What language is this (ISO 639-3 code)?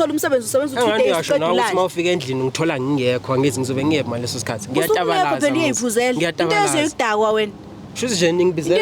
zul